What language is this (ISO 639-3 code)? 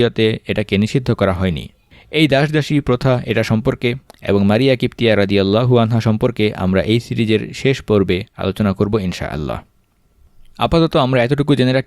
ben